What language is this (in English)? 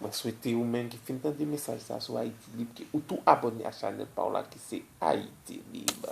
Haitian Creole